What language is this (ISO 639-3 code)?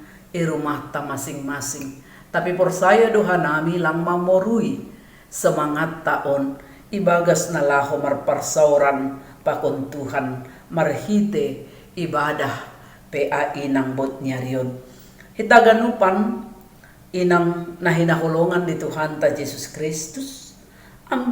bts